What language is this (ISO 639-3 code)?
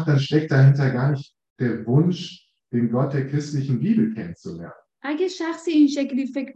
fas